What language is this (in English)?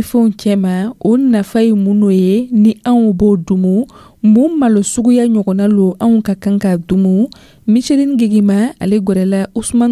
Dyula